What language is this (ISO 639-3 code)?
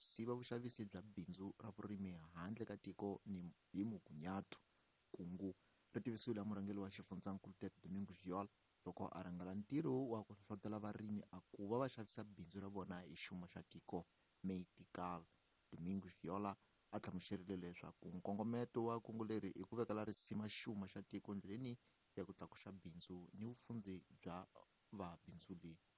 tso